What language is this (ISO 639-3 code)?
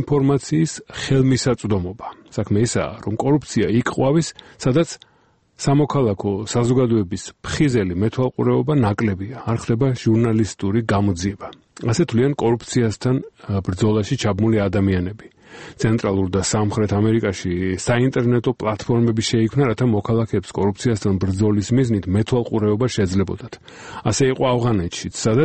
kat